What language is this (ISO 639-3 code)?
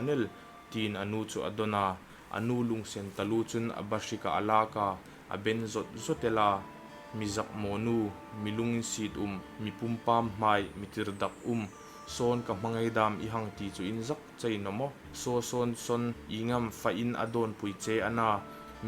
hmr